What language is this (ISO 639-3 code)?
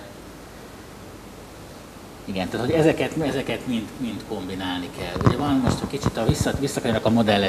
hun